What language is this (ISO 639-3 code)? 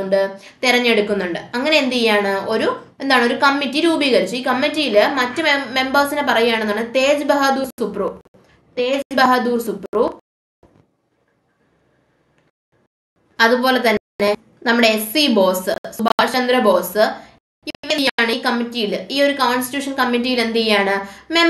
mal